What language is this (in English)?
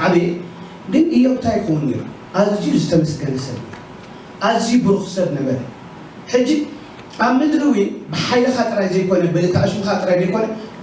Tigrinya